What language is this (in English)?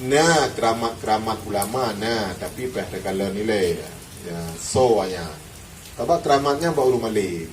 Achinese